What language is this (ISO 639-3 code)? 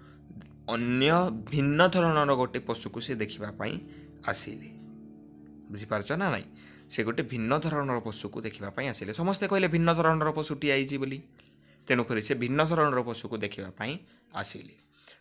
ori